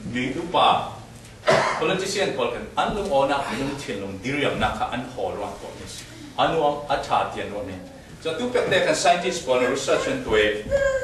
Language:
Falam Chin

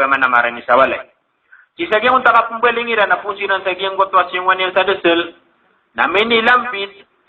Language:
Maranao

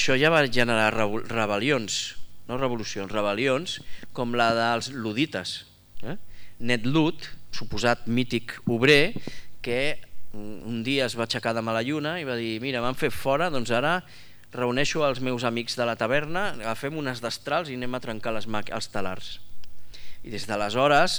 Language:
Catalan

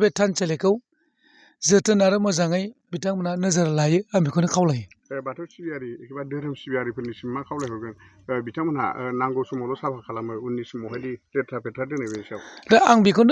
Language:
Bodo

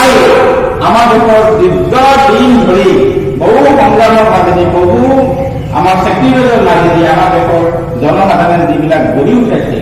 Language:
Assamese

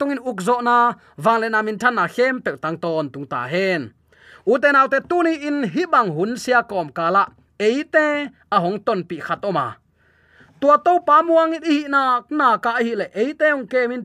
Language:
Tedim Chin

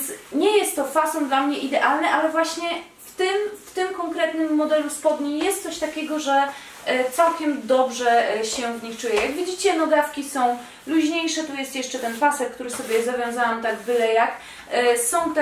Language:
Polish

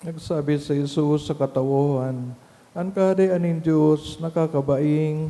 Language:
Bikol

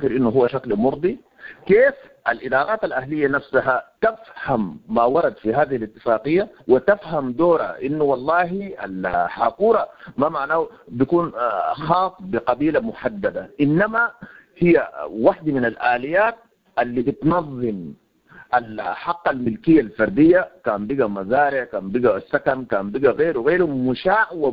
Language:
Sudanese Arabic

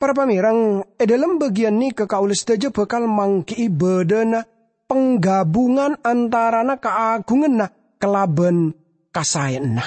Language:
Madurese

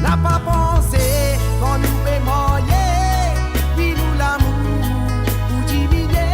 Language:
Morisyen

